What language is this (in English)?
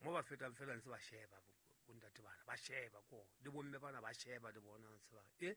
Southern Sotho